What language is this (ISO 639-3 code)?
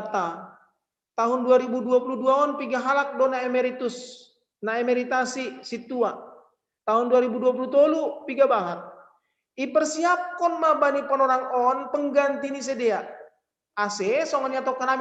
bts